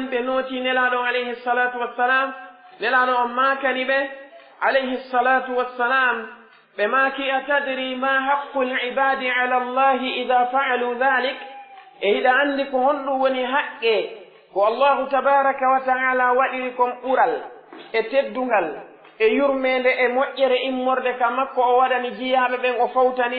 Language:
Pular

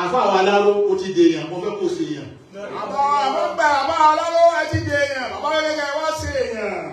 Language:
Yoruba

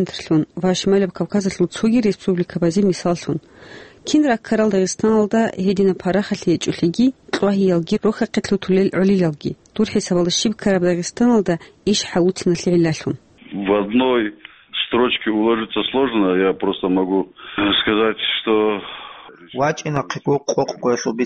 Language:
Avaric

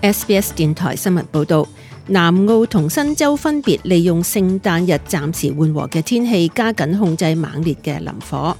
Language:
Cantonese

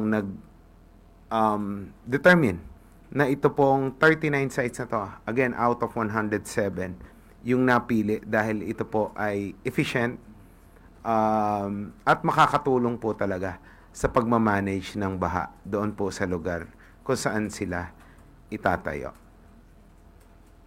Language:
Filipino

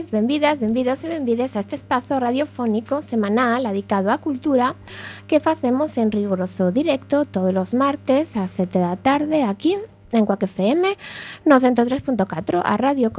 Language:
Galician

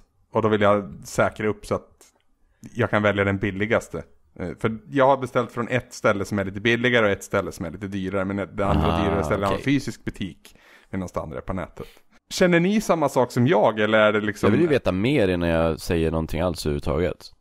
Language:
Swedish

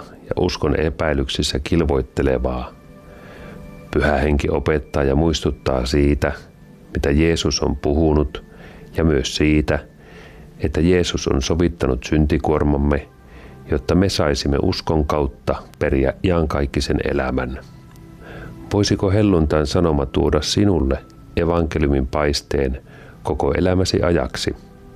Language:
Finnish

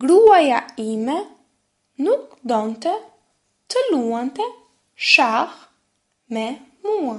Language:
Albanian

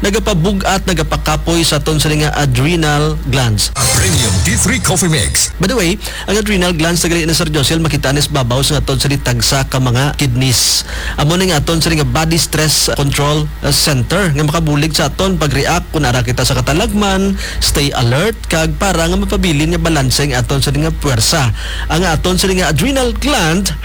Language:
Hiligaynon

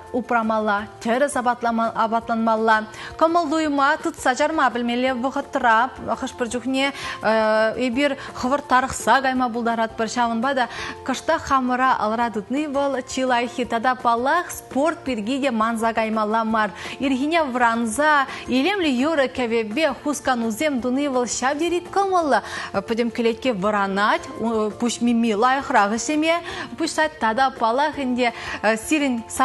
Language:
Chuvash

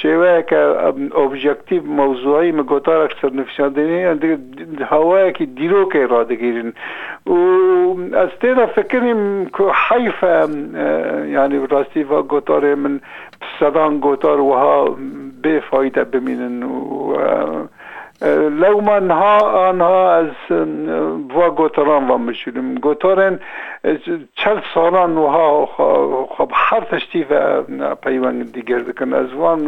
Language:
Kurdish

